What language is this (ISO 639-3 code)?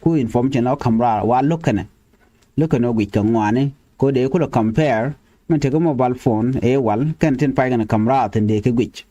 nus